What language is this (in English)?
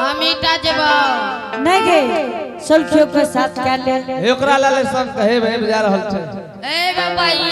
Angika